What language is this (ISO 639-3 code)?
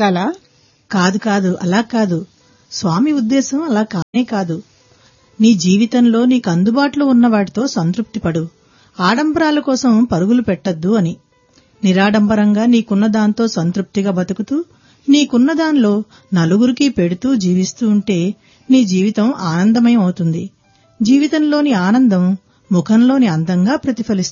tel